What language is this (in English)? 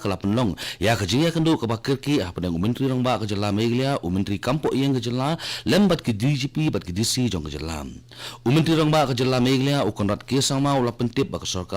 Khasi